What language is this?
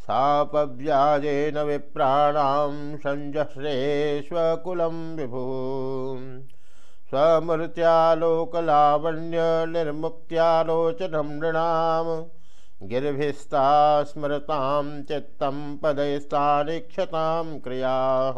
Sanskrit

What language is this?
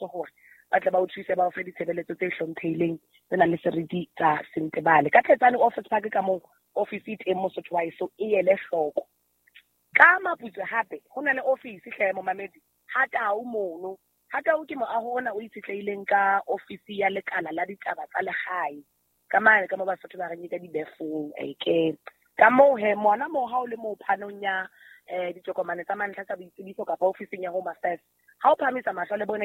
Southern Sotho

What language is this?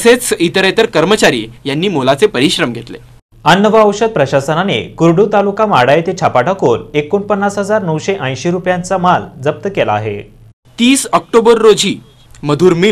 Marathi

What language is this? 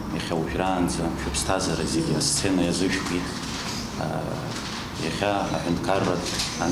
Abkhazian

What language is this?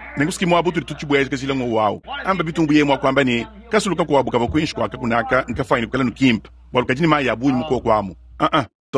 Luba-Lulua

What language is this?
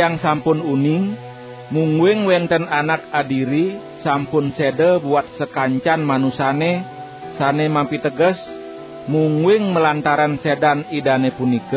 Balinese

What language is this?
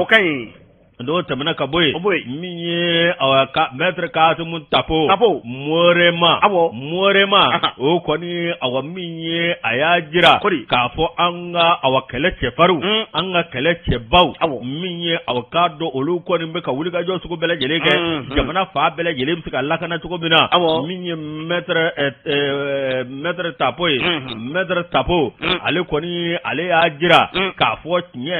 Bambara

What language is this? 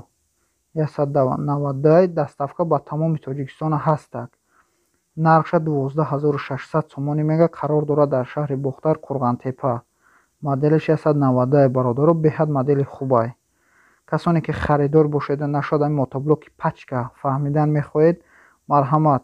Tajik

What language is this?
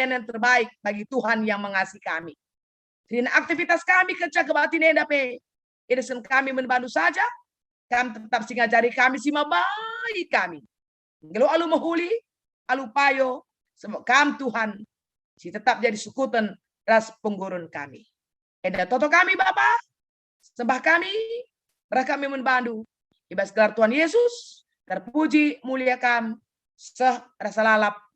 Batak Karo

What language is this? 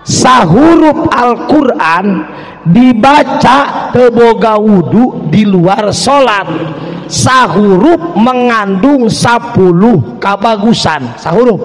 Sundanese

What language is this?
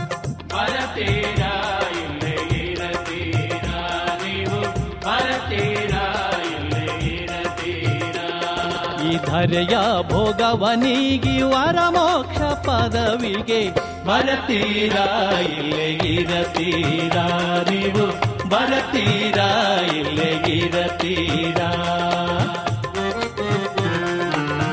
Kannada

